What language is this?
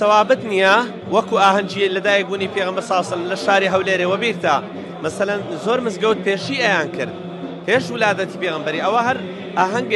Central Kurdish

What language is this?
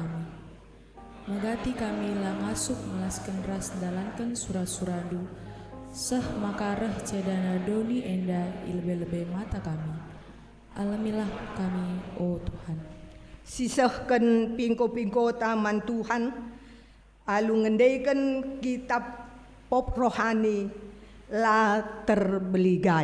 Batak Karo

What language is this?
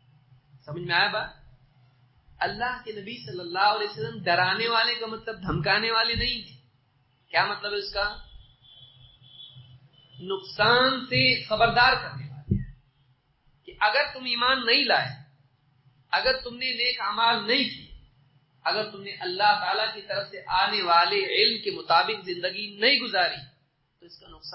Urdu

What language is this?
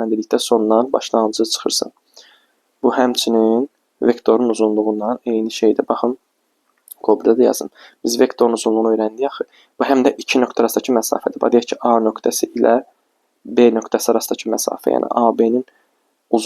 Azerbaijani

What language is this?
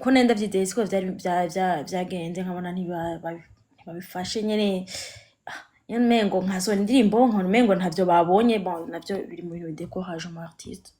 Rundi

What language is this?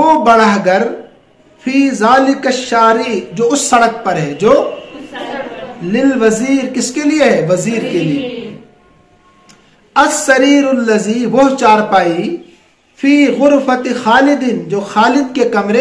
Urdu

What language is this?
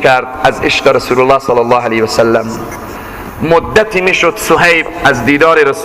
Persian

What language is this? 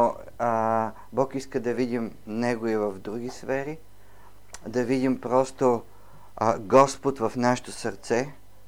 Bulgarian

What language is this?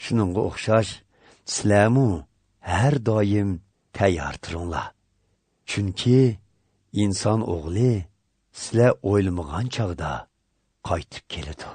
Uyghur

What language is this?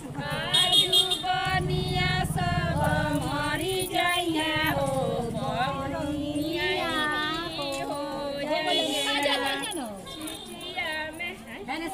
Bhojpuri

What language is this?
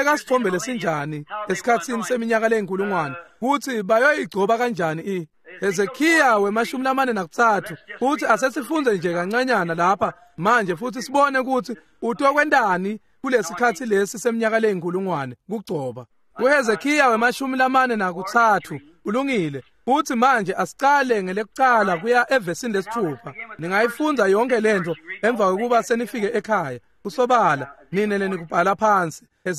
Swati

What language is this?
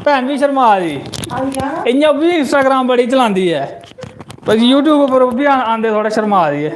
Dogri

